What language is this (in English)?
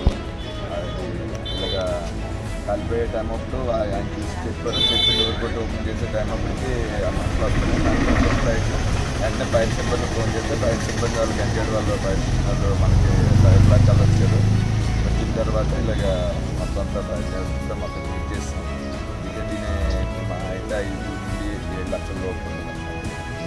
Telugu